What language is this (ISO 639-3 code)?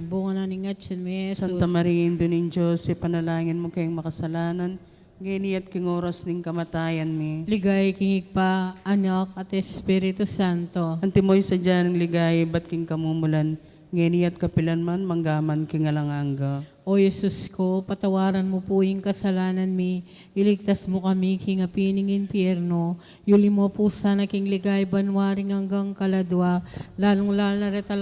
pam